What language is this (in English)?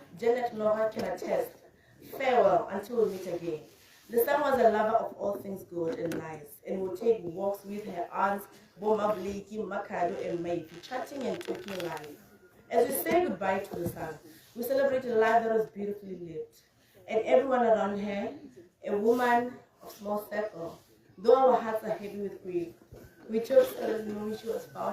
Tswana